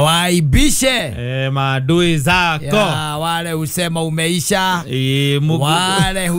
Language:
Kikuyu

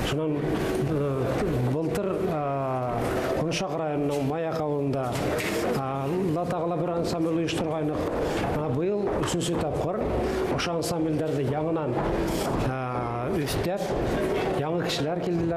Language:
Bashkir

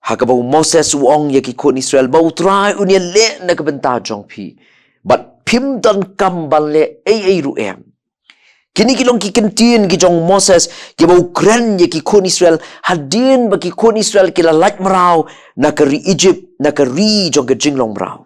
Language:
Khasi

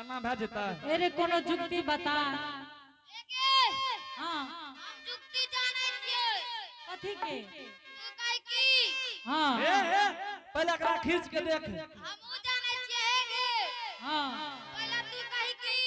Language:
Angika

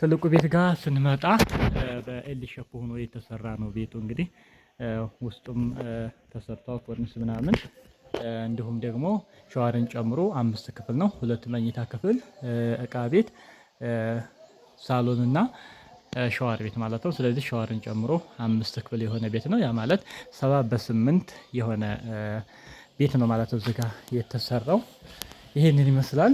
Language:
Amharic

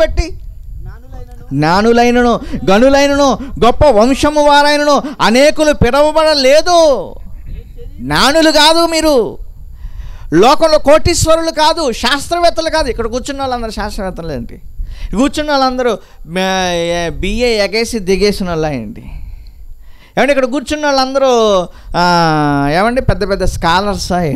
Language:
Telugu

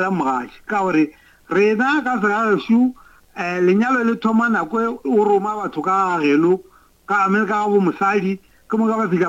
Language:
Northern Sotho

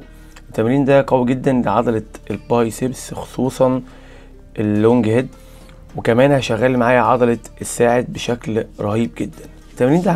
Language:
Egyptian Arabic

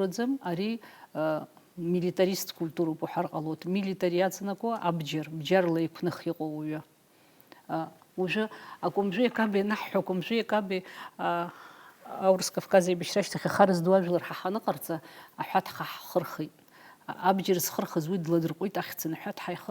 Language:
Abkhazian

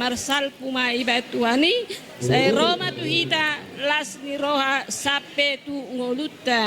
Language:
Batak Toba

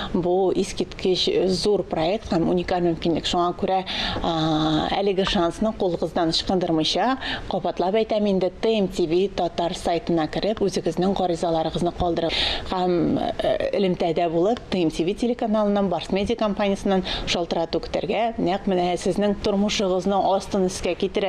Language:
Tatar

